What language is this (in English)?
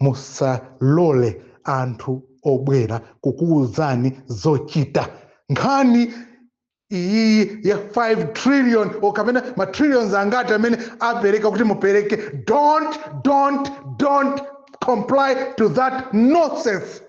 Nyanja